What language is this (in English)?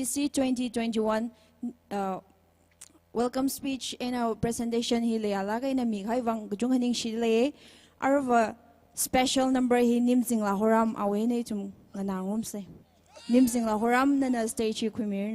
Tangkhul Naga (India)